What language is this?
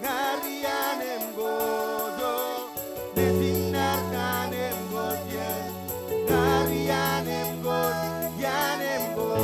Marshallese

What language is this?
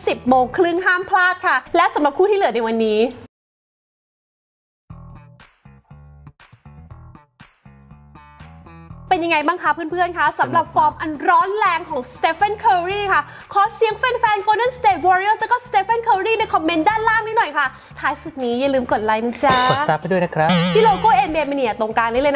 Thai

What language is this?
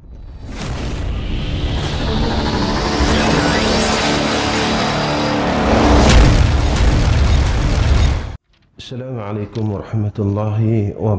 Malay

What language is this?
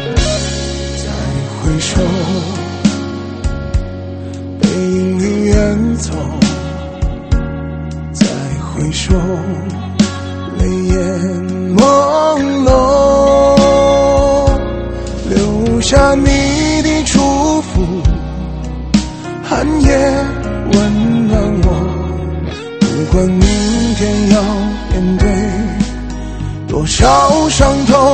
Chinese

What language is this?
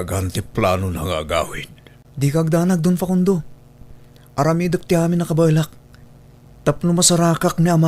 Iloko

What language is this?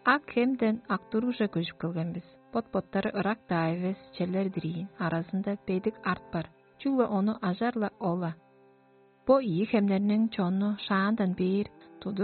Tuvinian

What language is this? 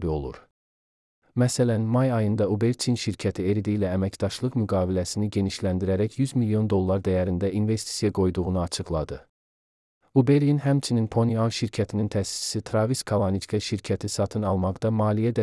Azerbaijani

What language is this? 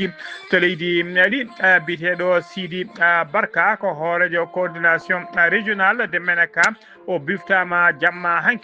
Fula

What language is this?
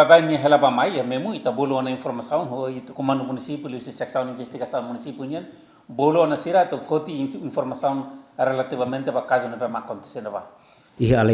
Tetum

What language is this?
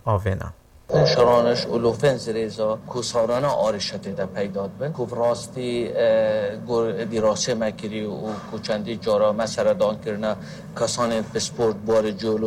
Kurdish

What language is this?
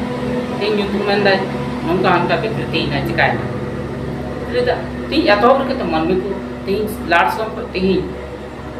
Santali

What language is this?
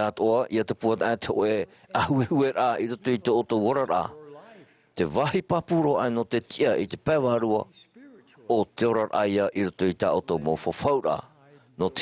Tahitian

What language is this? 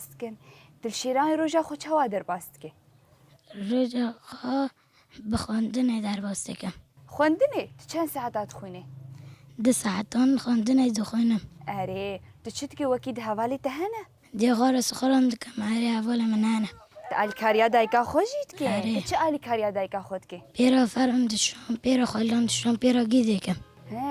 Kurdish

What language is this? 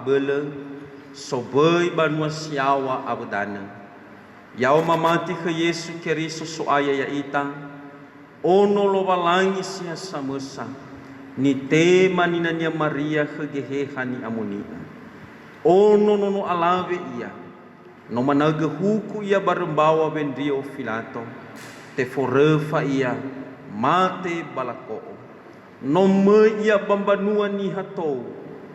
Nias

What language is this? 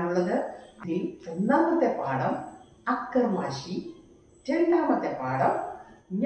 Malayalam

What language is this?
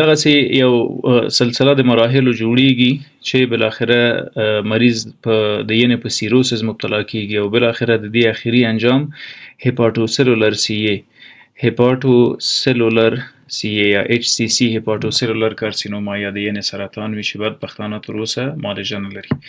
Pashto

